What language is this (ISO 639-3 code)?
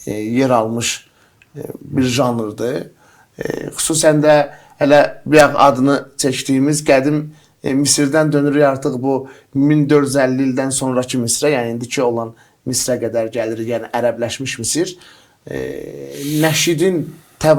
aze